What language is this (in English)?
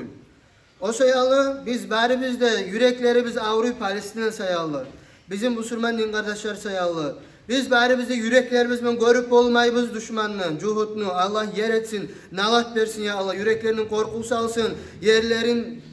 Kumyk